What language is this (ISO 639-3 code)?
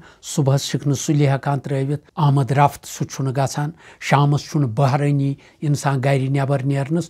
kas